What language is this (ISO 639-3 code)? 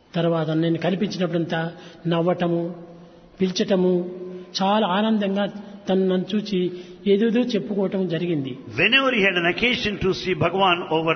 tel